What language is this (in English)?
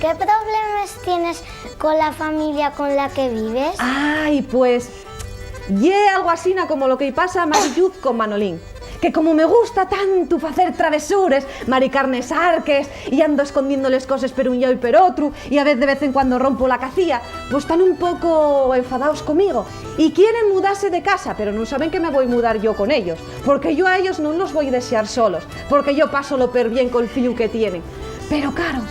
Asturian